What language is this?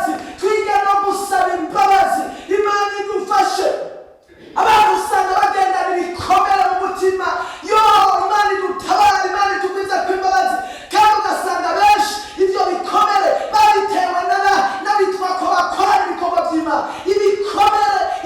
Rundi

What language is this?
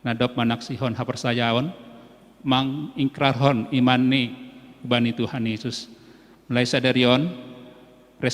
Batak Simalungun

